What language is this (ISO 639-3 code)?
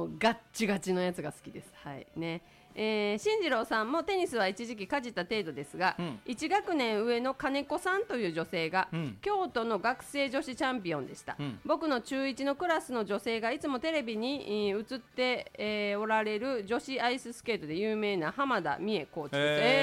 jpn